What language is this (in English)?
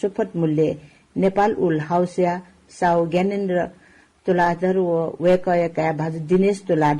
Newari